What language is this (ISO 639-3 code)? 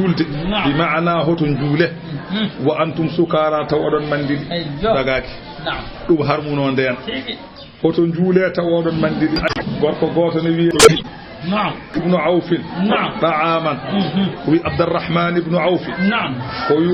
ful